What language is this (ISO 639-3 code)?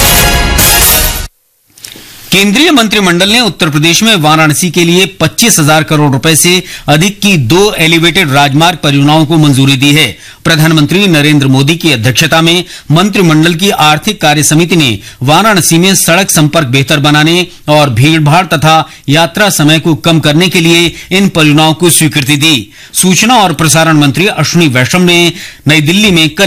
hin